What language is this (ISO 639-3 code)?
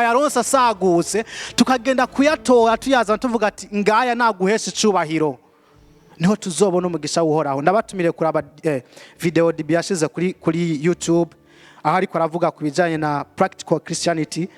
run